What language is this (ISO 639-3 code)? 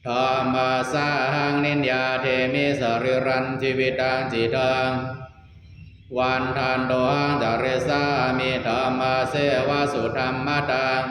pli